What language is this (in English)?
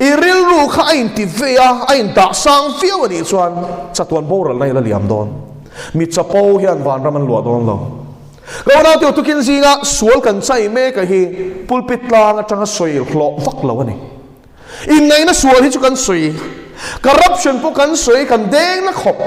Mizo